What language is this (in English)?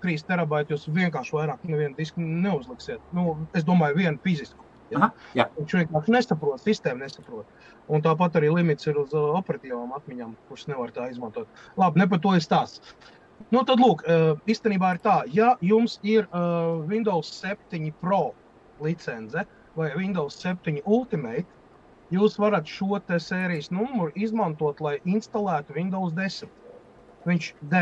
Latvian